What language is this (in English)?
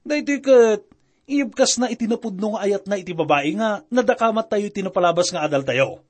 Iloko